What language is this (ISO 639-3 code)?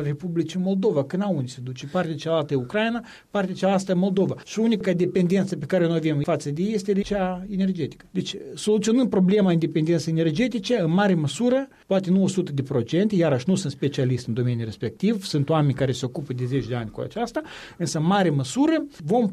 ron